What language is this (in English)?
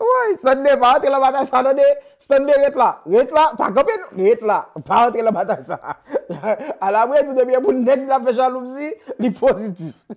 Haitian Creole